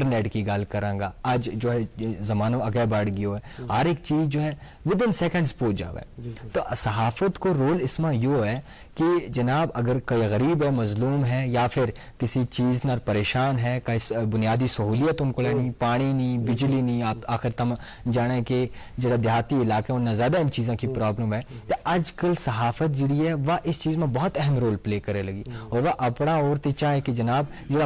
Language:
Gujari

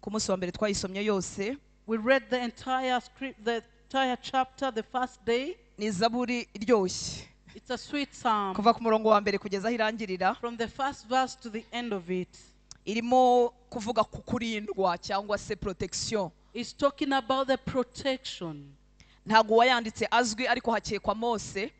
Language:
Kinyarwanda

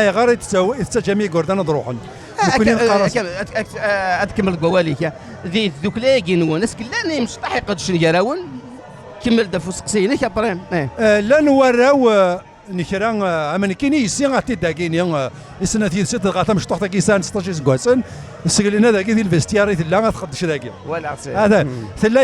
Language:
Kabyle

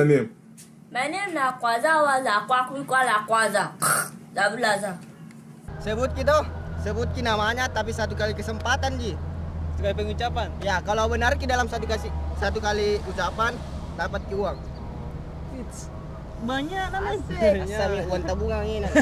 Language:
Makassar Malay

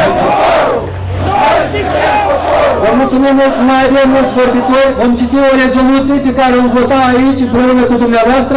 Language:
Romanian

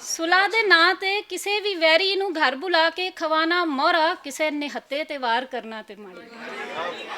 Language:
Western Panjabi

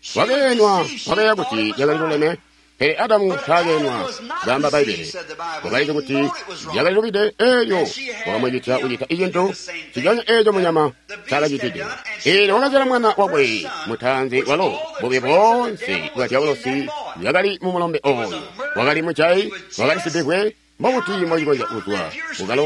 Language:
Tonga (Zambia)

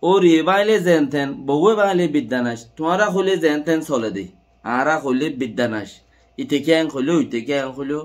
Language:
Rohingya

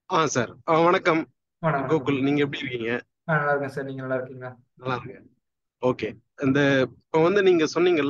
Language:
Tamil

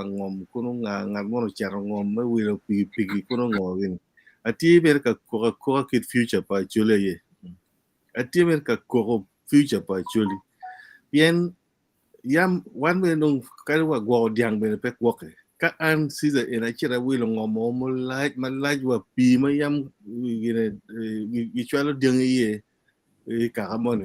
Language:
Acoli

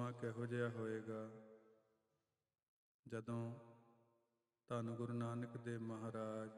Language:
Punjabi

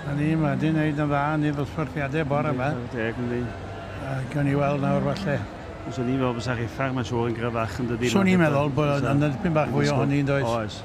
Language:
Welsh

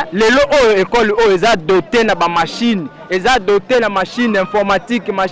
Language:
Lingala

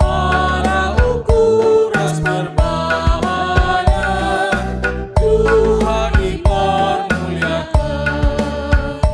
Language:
Batak Karo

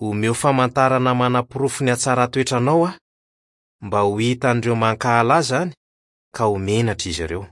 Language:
Malagasy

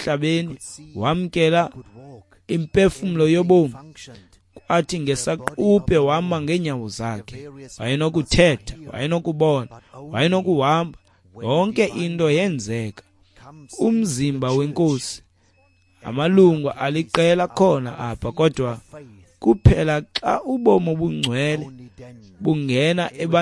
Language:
Xhosa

